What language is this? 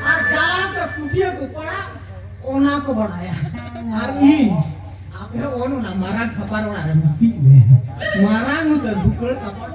Santali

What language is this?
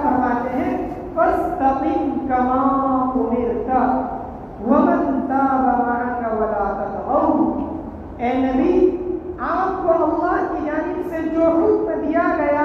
Urdu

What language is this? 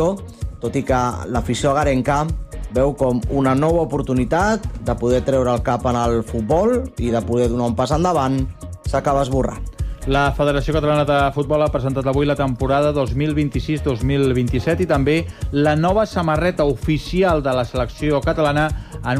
Catalan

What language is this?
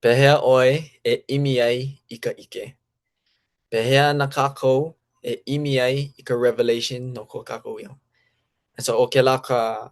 Hawaiian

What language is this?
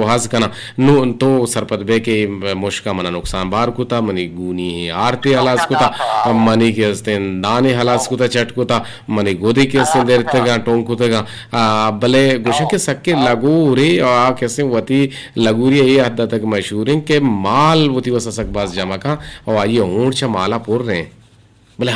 Eastern Balochi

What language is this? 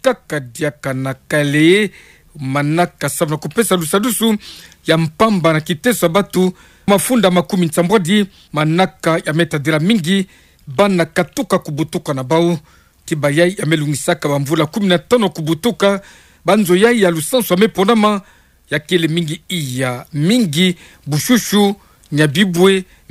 Kituba (Democratic Republic of Congo)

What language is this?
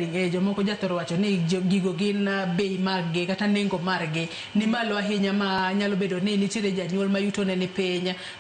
Luo (Kenya and Tanzania)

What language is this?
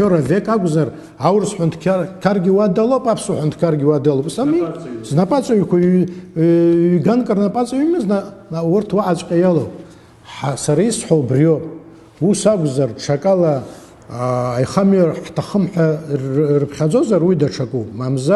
Abkhazian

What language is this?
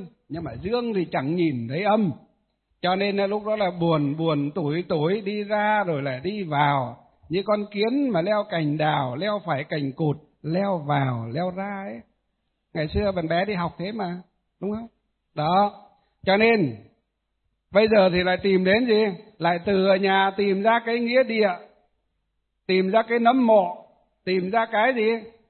Vietnamese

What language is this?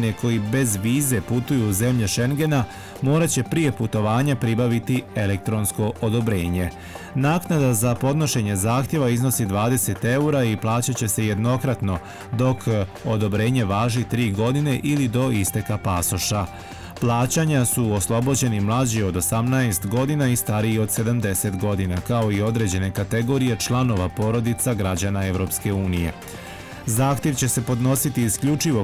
Bosnian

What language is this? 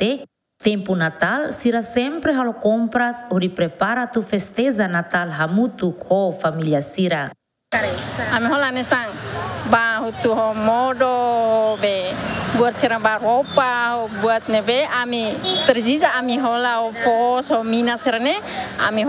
Tetum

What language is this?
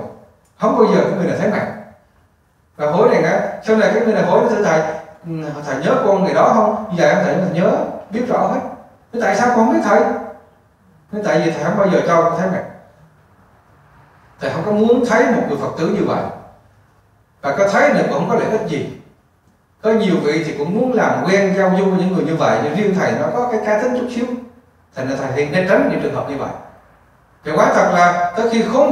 Vietnamese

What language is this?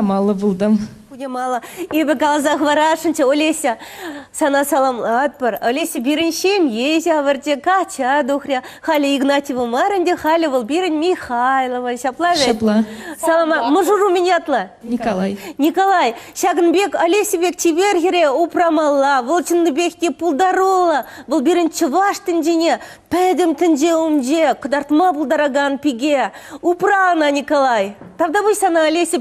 Chuvash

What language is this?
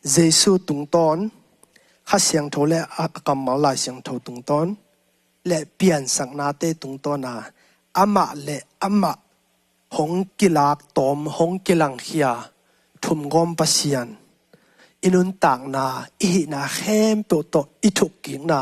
Tedim Chin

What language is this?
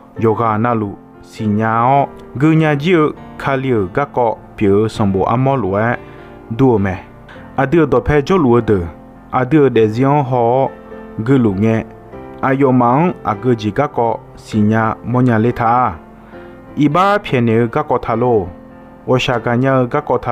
Akha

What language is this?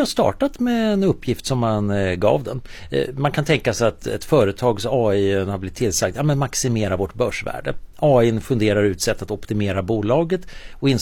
Swedish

